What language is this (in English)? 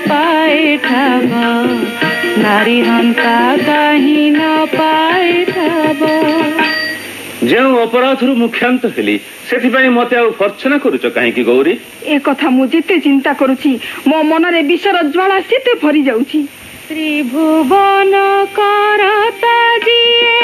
Odia